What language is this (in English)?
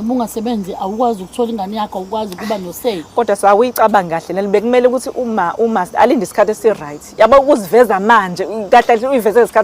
Zulu